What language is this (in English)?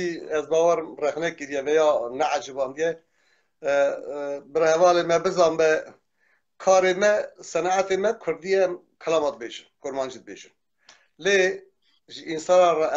Kurdish